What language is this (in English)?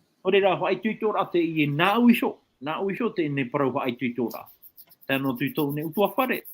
Tahitian